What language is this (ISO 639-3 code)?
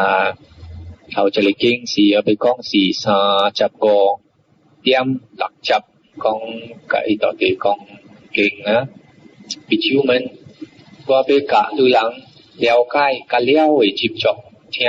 nan